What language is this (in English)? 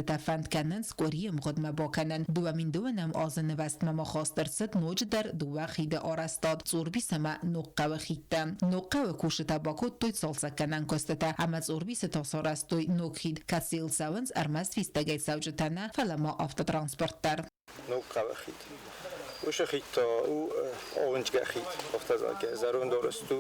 Ossetic